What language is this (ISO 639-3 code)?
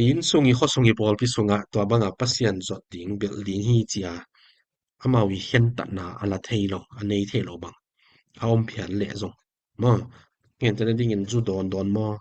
ctd